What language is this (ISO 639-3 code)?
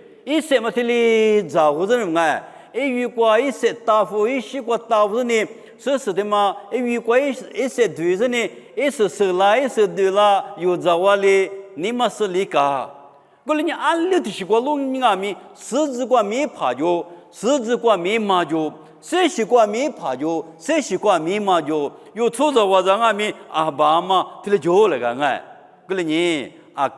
lis